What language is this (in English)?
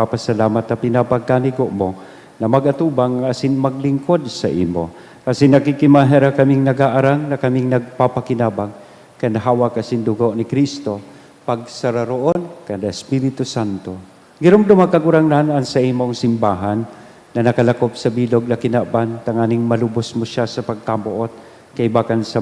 Bikol